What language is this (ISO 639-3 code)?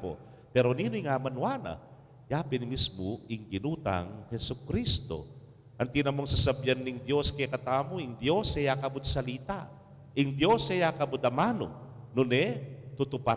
pam